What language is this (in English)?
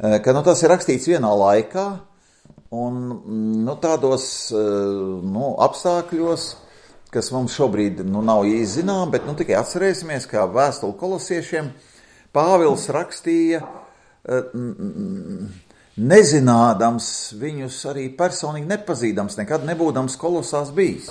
Latvian